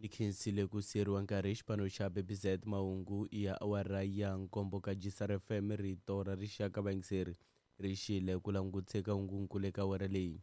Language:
Tsonga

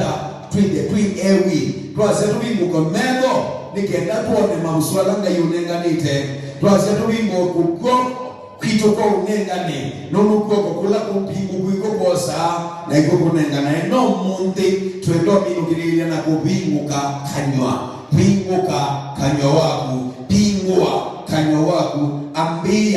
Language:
Kamba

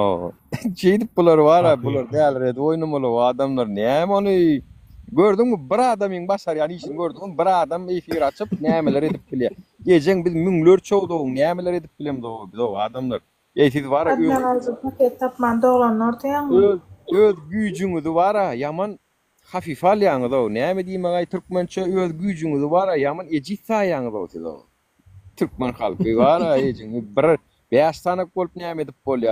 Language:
Turkmen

